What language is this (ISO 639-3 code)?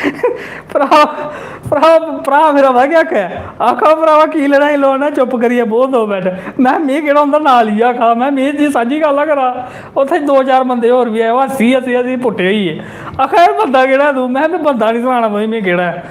doi